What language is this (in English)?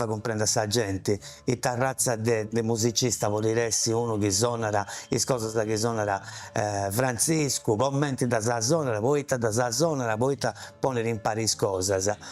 Sardinian